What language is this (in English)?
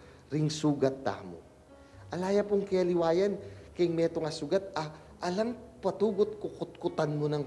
Pampanga